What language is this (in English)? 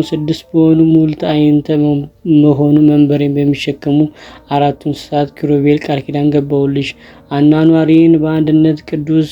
Amharic